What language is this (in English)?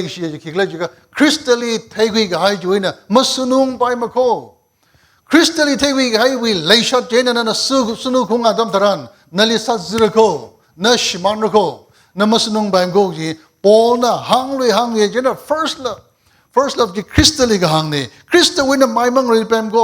Tangkhul Naga (India)